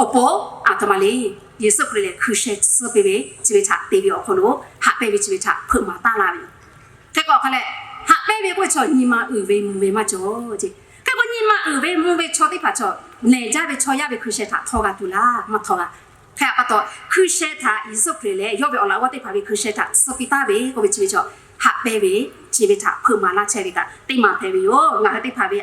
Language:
Lahu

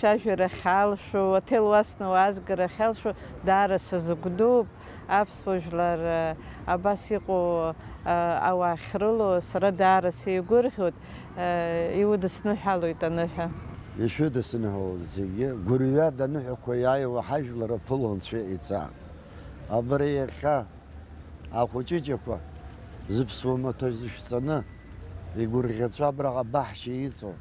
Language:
Abkhazian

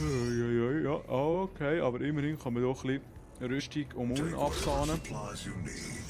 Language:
Swiss German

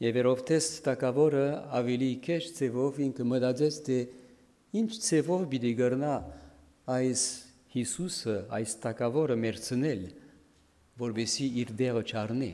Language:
Western Armenian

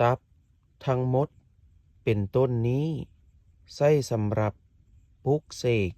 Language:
Lao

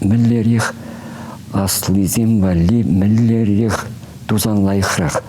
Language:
Chuvash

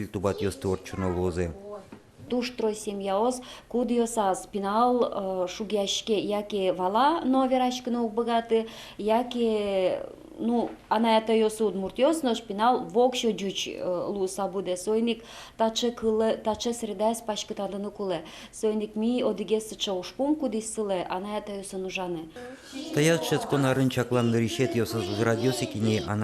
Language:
Udmurt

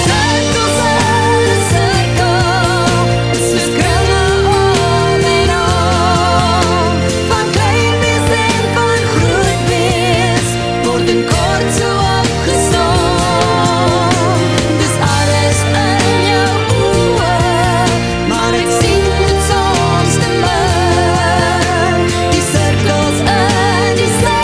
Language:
Afrikaans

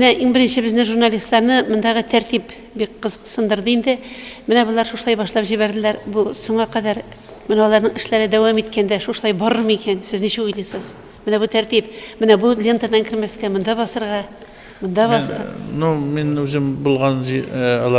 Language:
Tatar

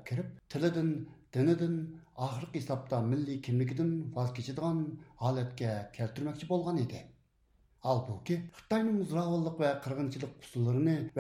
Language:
Uyghur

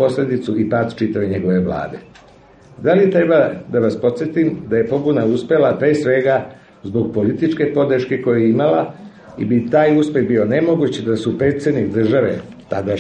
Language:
Serbian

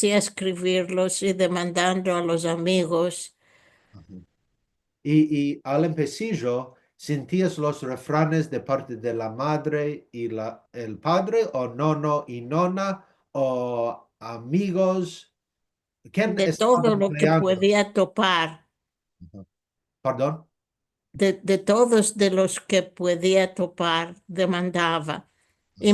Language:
Ladino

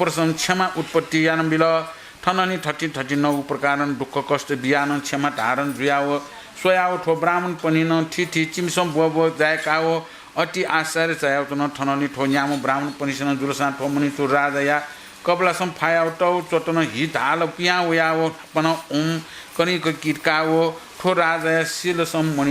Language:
Newari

